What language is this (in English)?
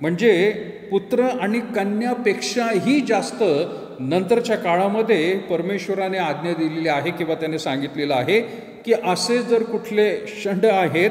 Marathi